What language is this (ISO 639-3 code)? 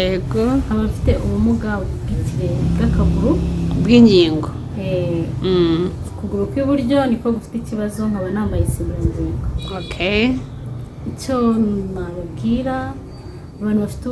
kin